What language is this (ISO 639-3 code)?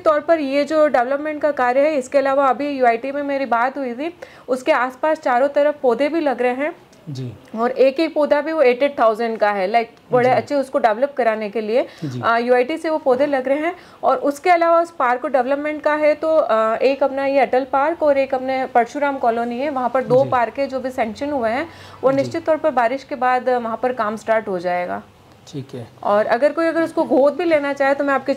hin